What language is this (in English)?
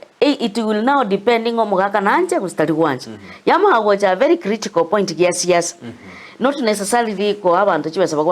Gusii